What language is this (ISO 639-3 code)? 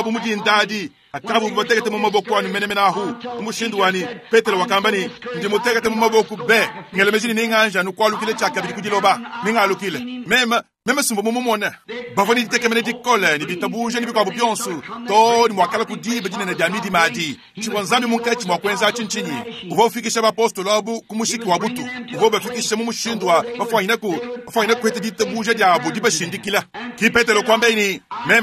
lua